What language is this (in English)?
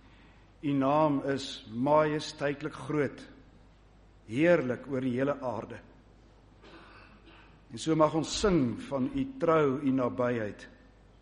Afrikaans